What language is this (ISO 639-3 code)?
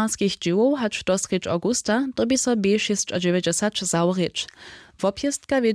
hsb